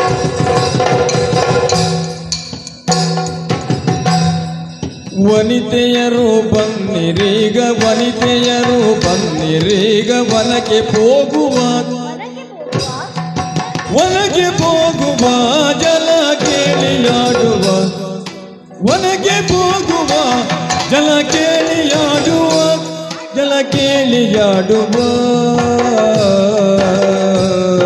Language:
Kannada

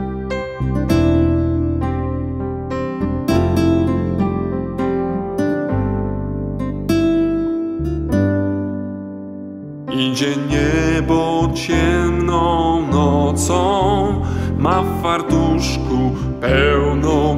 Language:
Polish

